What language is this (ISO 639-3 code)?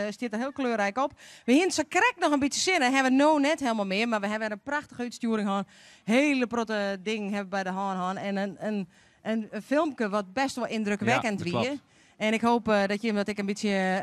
fry